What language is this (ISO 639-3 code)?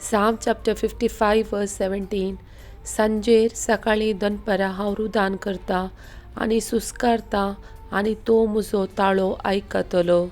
kok